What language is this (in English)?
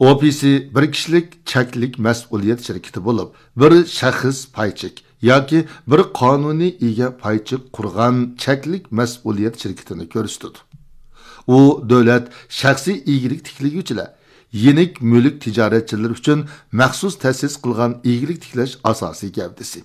Uyghur